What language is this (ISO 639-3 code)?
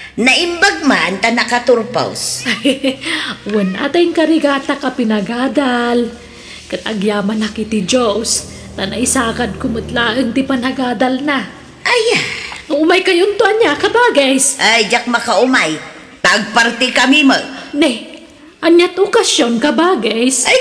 ilo